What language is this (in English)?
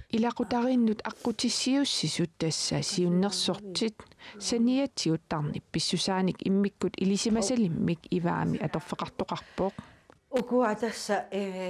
Kalaallisut